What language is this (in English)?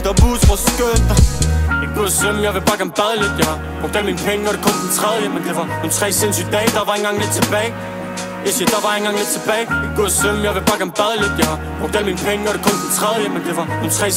Danish